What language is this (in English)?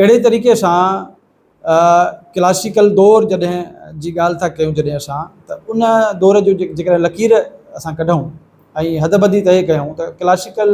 Sindhi